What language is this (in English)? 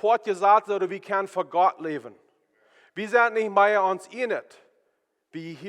Plautdietsch